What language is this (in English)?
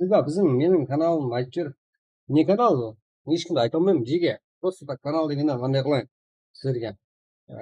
Kara-Kalpak